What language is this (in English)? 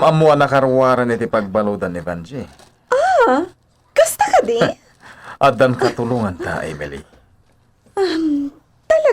Iloko